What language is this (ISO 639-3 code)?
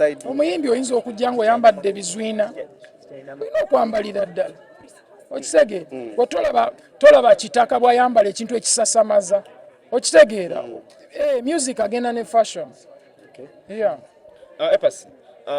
lug